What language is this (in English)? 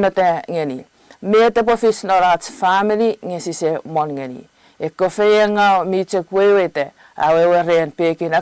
Chuukese